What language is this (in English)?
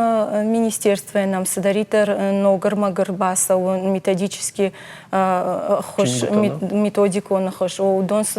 Ossetic